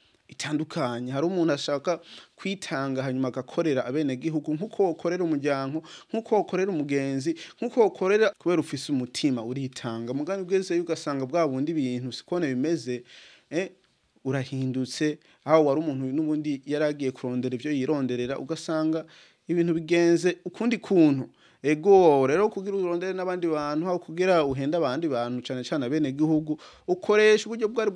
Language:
Rundi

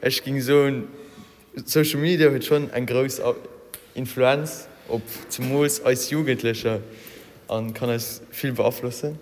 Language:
Luxembourgish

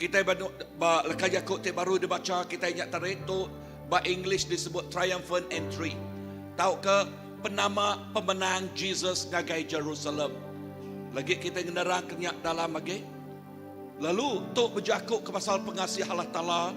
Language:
Iban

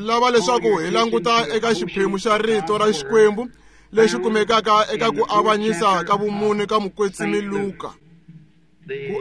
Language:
Tsonga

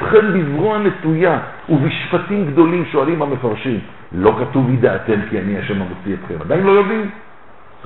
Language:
Hebrew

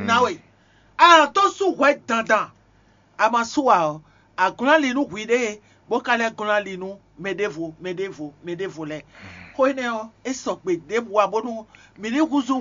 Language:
Fon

